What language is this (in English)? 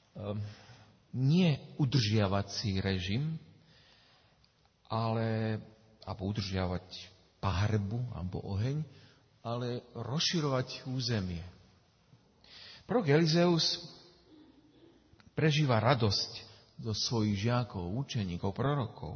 Slovak